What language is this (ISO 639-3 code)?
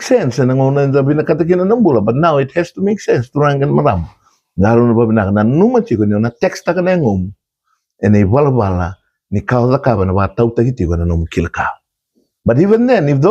fij